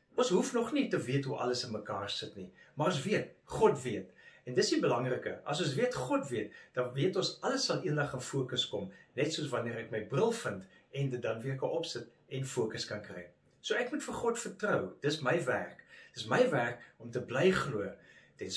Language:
Afrikaans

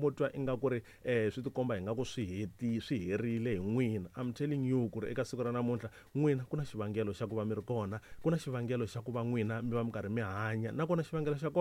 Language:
Tsonga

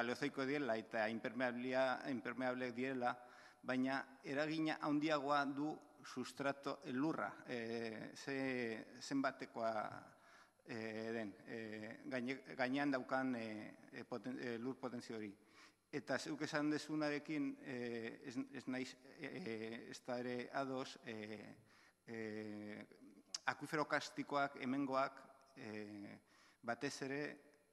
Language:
Basque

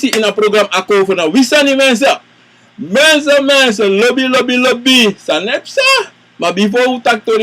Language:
Sranan Tongo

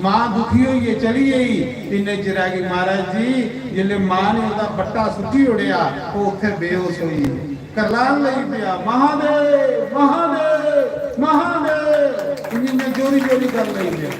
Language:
Dogri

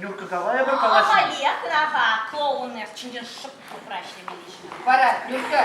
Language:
Chuvash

